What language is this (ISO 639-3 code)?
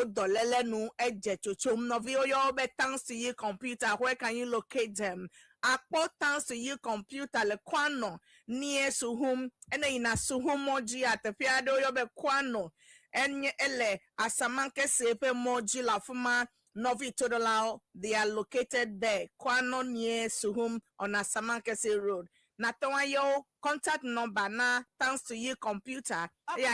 ewe